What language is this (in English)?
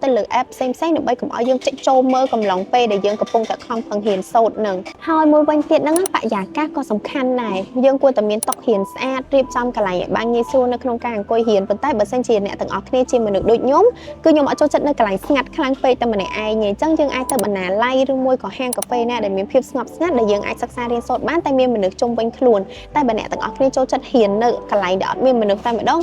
Khmer